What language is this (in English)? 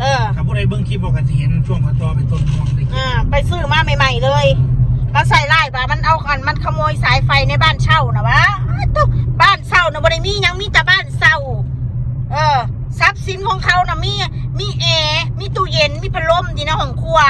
Northeastern Thai